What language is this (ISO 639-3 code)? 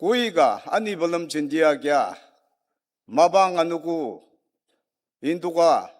njo